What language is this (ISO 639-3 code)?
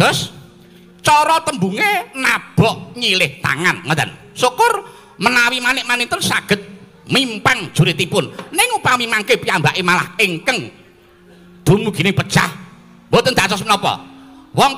jav